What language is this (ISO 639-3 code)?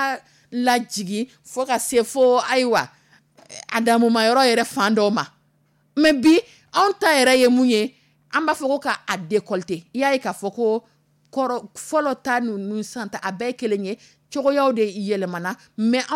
dyu